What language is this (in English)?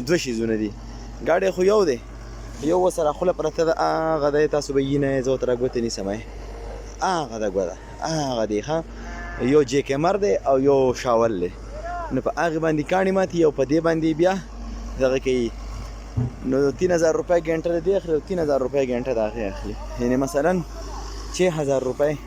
Pashto